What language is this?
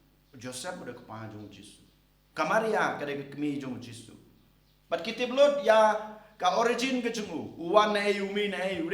Khasi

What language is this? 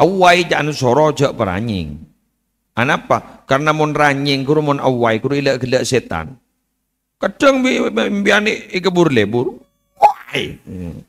Madurese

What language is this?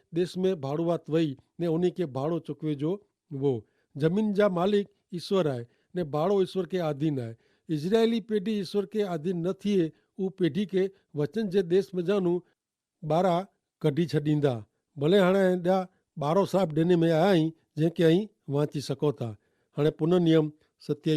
Kachhi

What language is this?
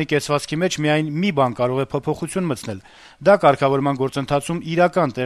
Armenian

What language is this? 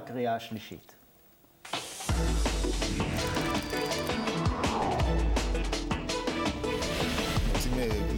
Hebrew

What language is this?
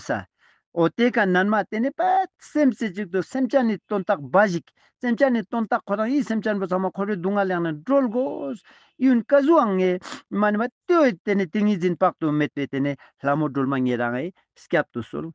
Ladakhi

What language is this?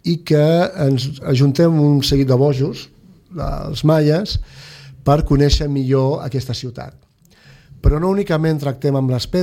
Catalan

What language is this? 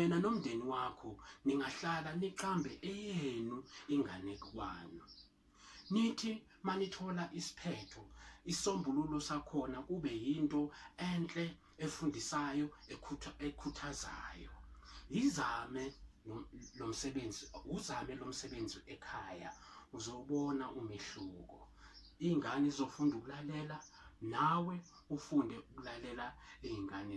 Zulu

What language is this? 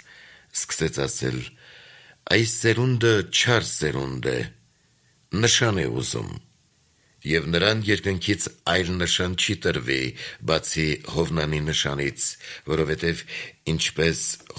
Armenian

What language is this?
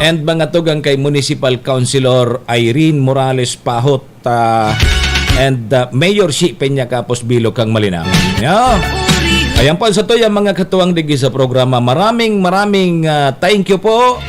Bikol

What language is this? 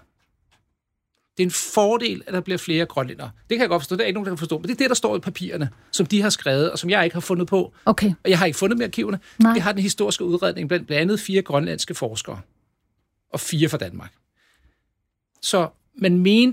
Danish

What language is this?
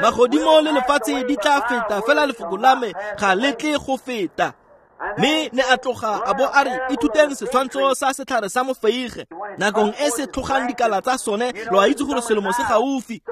Tswana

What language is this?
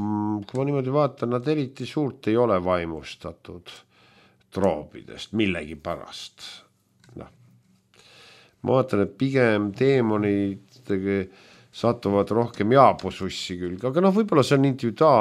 Estonian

